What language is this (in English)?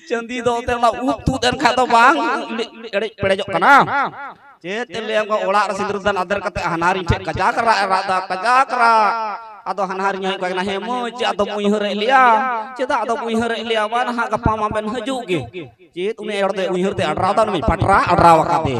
Santali